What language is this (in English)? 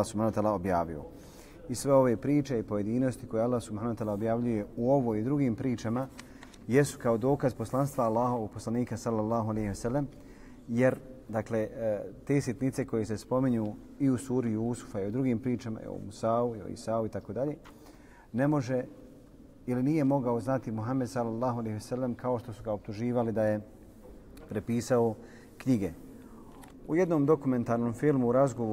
Bosnian